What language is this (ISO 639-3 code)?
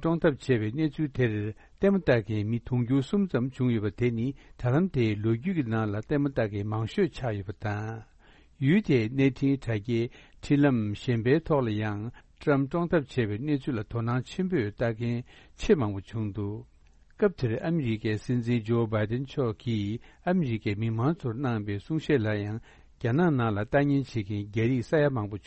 bod